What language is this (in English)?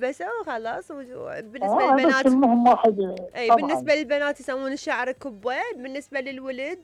Mesopotamian Arabic